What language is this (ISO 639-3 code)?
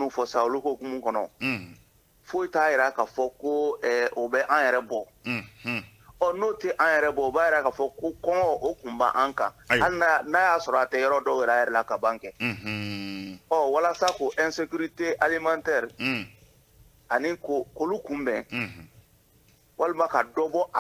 bam